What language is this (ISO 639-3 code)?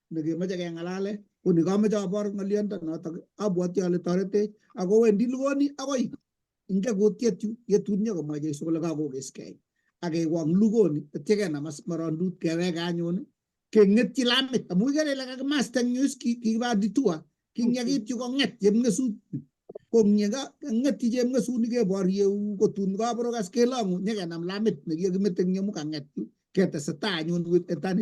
kln